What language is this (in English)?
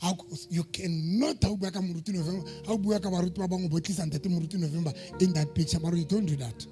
Southern Sotho